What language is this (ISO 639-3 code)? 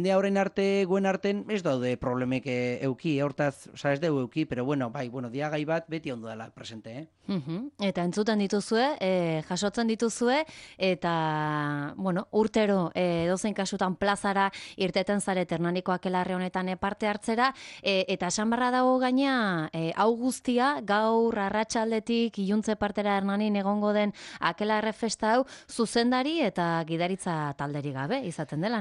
eus